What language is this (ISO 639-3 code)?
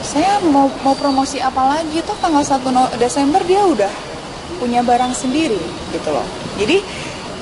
ind